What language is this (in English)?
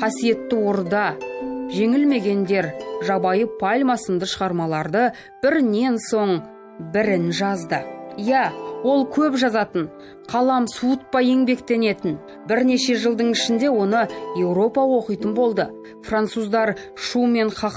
Kazakh